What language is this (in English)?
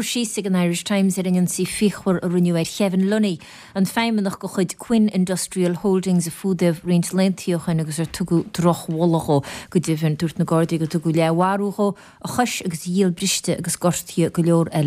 Irish